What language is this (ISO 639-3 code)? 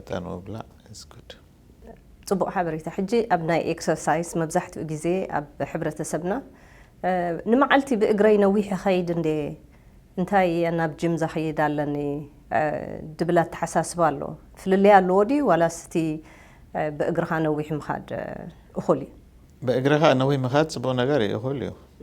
tir